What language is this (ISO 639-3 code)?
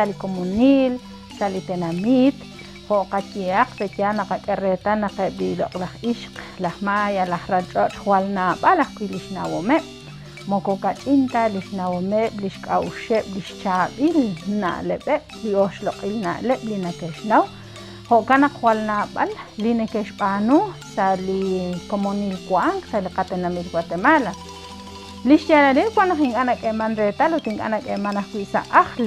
kek